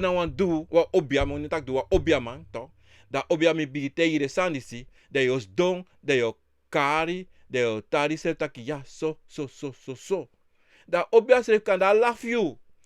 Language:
Sranan Tongo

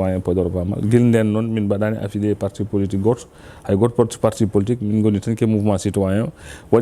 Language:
Fula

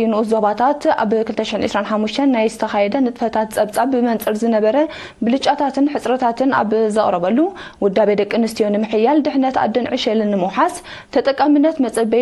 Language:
Tigrinya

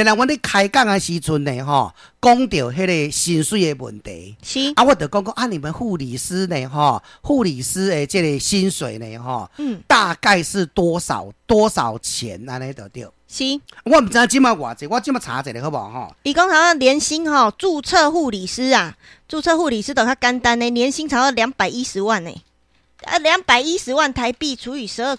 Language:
Min Nan Chinese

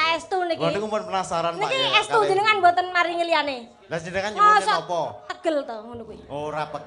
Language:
Javanese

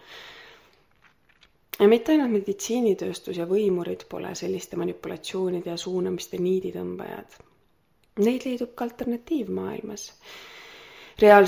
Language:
Estonian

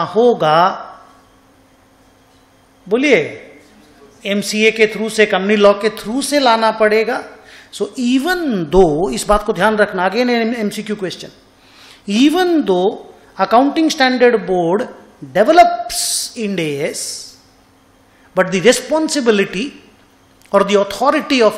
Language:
Hindi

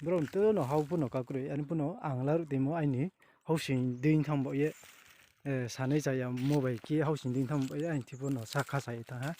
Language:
Riang (India)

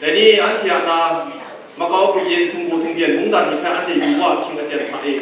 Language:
Kachin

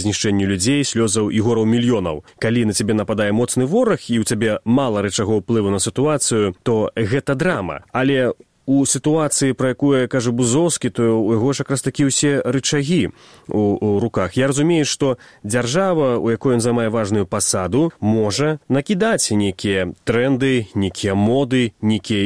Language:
Belarusian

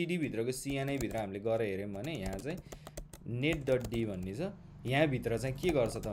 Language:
Nepali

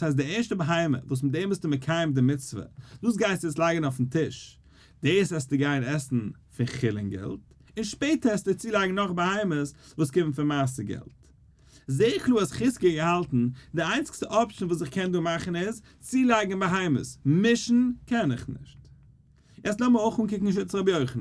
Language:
Yiddish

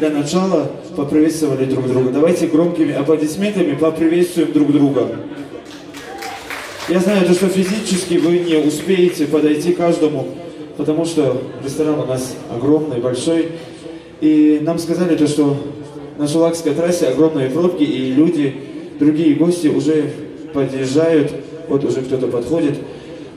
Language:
Russian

